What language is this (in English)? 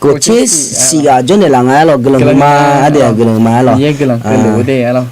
Akha